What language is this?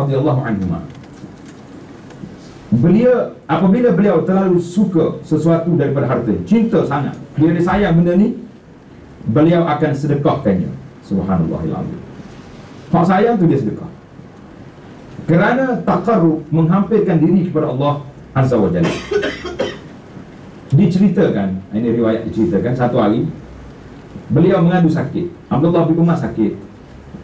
Malay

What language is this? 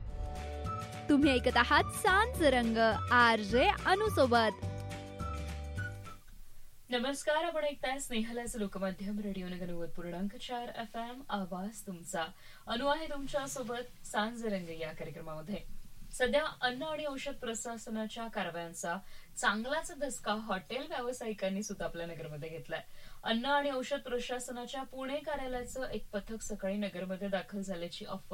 Marathi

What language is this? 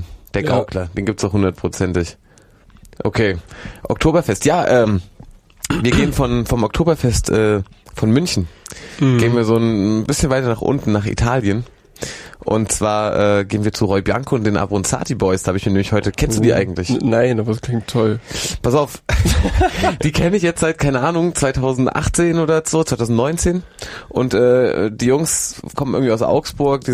German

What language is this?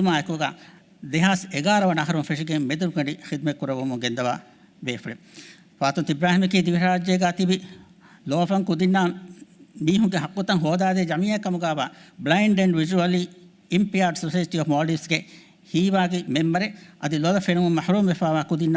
Divehi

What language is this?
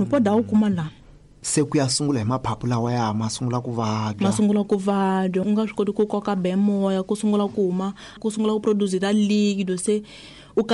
Tsonga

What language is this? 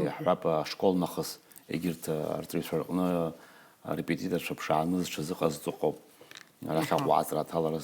Abkhazian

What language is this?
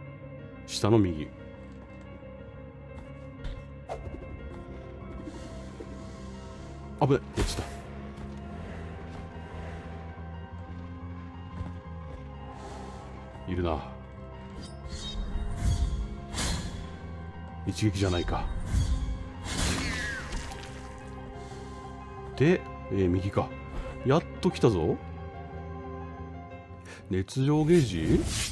Japanese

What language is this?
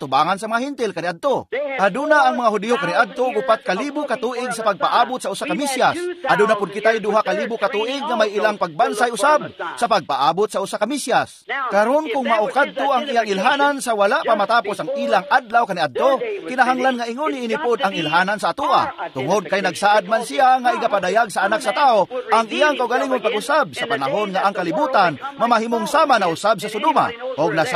Cebuano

